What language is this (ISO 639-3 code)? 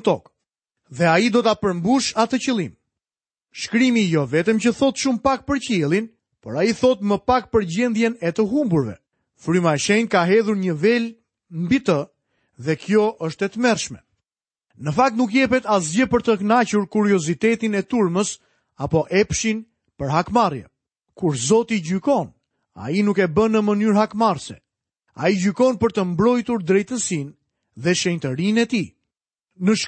sqi